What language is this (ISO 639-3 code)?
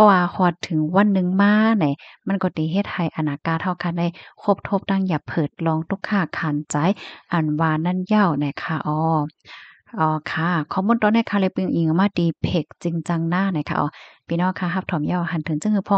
shn